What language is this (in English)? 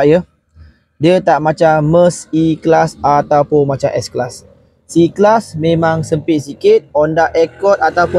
Malay